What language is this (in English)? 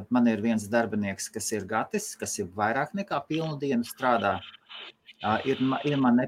Latvian